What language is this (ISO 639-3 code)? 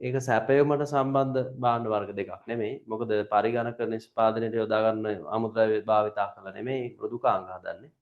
sin